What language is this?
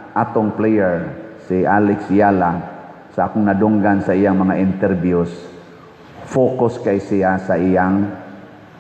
Cebuano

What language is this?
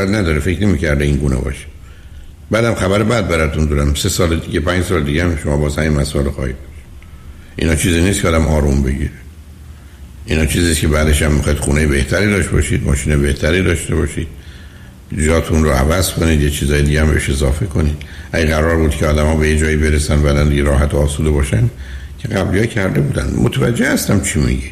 Persian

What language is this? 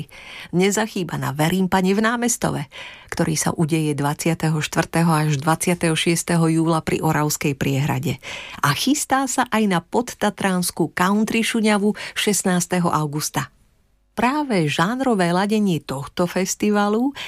Slovak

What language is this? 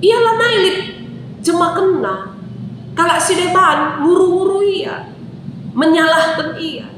Batak Karo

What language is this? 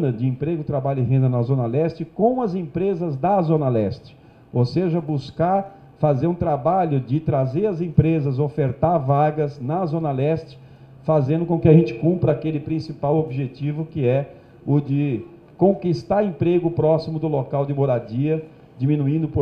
Portuguese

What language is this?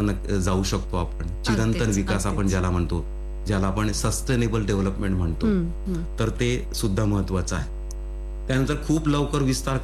Marathi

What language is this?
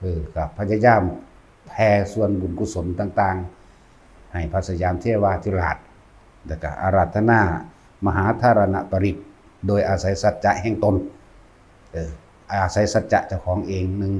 Lao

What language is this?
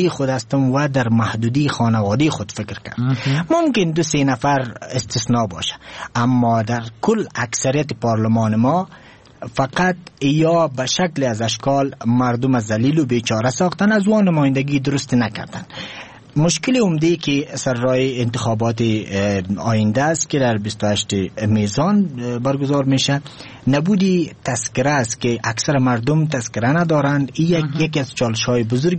Persian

